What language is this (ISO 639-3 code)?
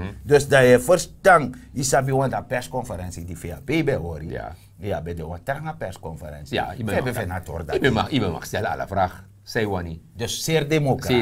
srn